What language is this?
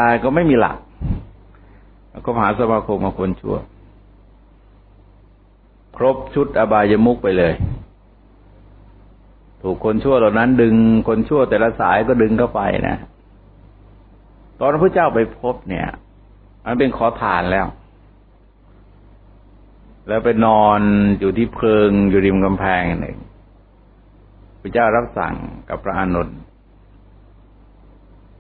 Thai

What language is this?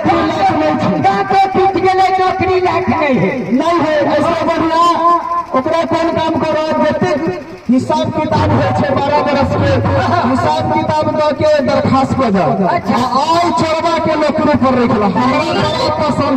Maithili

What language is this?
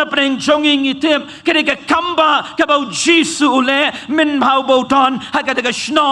Khasi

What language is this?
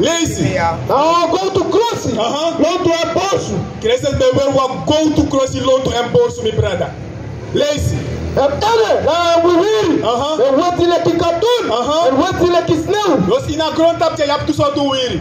Sranan Tongo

